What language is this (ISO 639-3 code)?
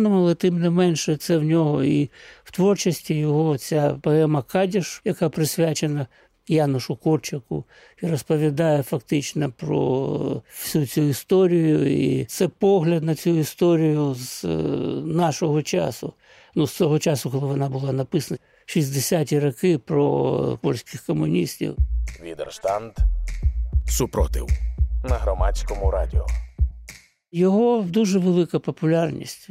ukr